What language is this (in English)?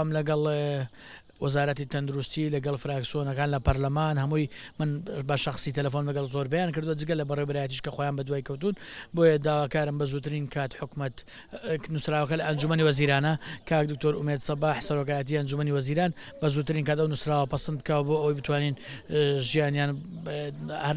Central Kurdish